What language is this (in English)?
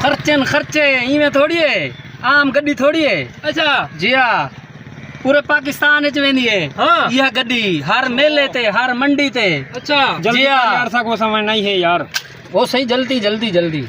Saraiki